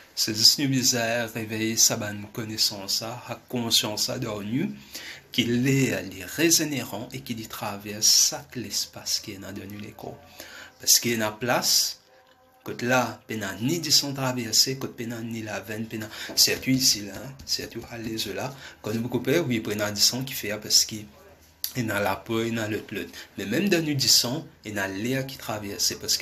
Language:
Morisyen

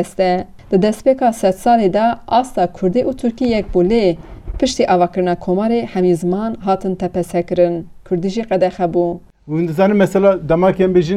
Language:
Kurdish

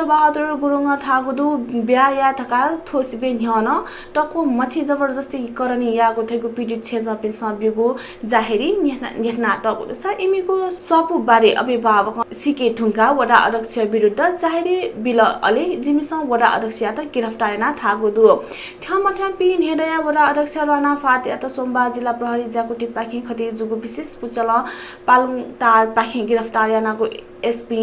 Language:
Newari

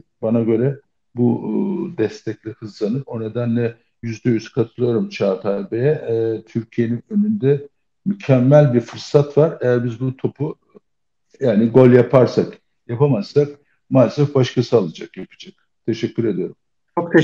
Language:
Turkish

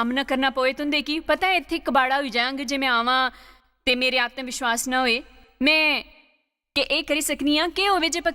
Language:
Dogri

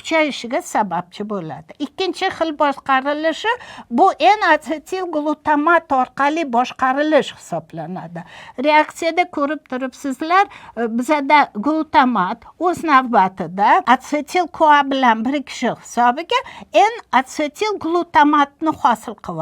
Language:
Uzbek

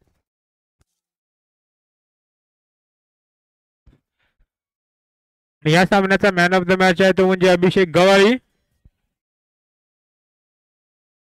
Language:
Marathi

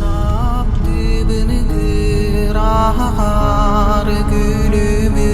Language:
Yakut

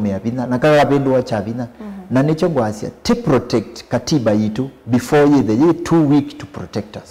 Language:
Kamba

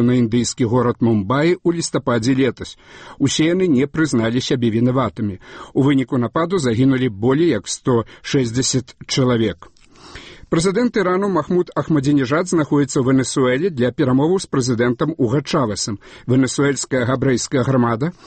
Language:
Belarusian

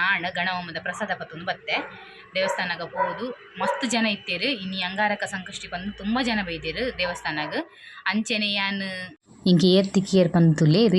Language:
Tulu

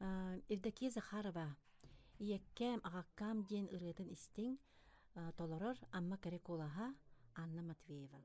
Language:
Yakut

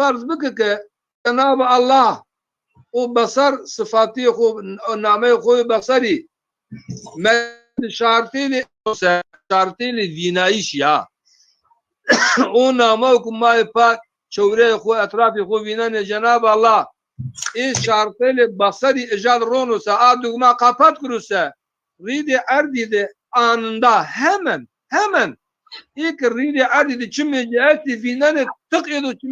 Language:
Zaza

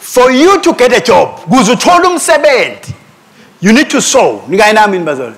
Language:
Swati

